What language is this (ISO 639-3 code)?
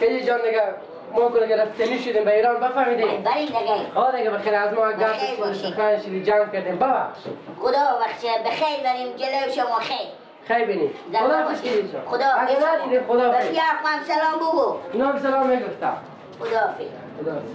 fas